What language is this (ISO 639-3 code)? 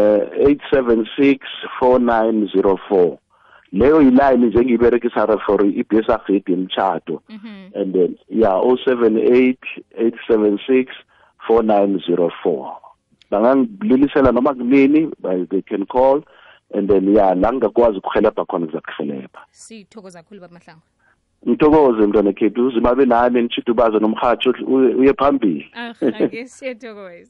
nbl